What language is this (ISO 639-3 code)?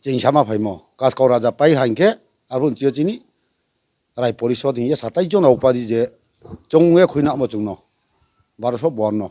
ria